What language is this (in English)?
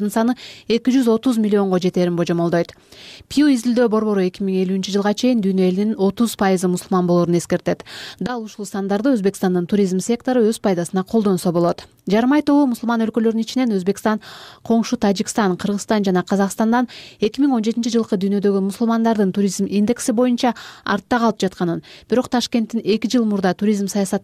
Kyrgyz